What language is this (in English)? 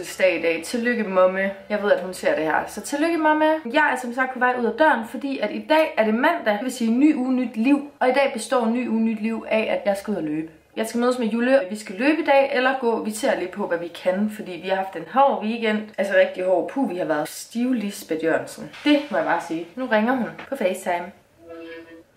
Danish